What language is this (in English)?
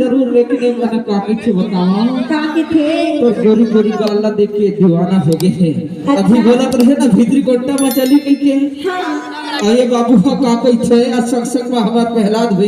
Chhattisgarhi